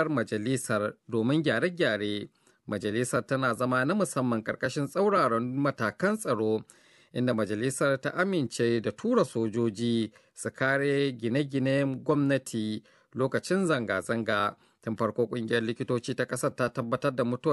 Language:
Hausa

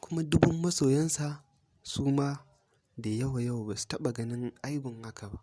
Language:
Hausa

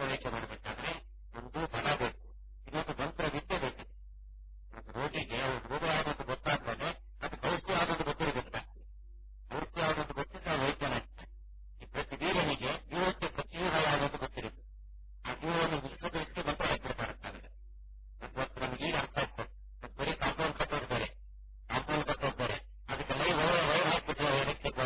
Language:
Kannada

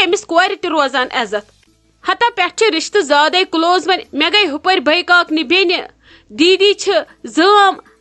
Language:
Kashmiri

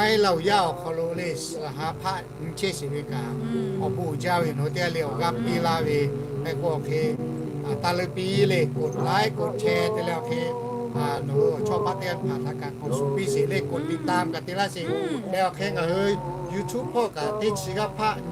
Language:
Lahu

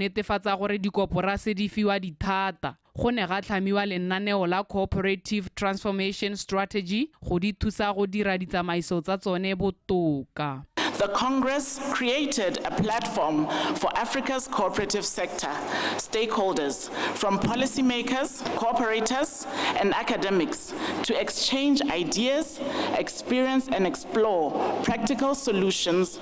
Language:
Tswana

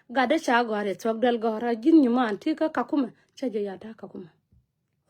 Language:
Nuer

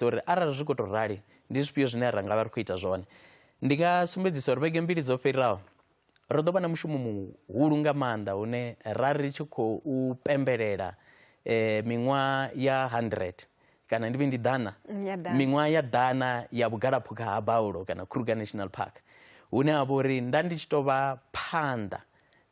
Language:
Venda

